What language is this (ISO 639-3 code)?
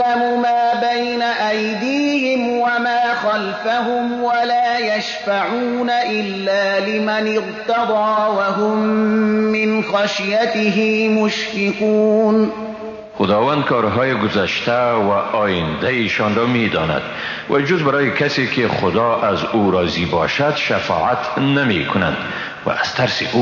fas